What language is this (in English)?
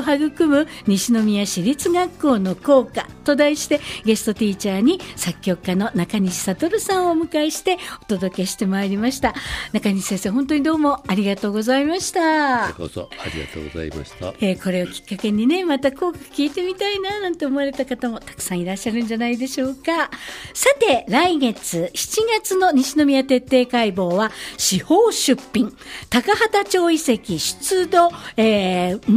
Japanese